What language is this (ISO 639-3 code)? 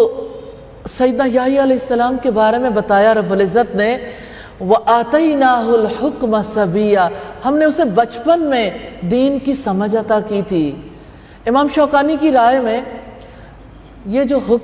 urd